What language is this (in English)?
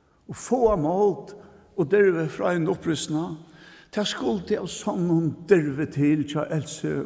Faroese